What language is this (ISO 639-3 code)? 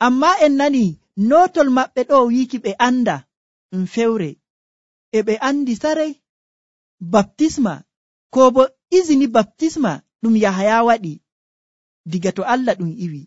fuv